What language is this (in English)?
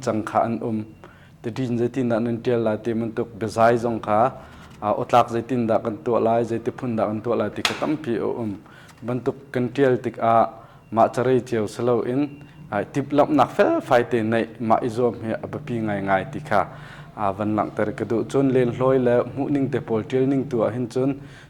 Hakha Chin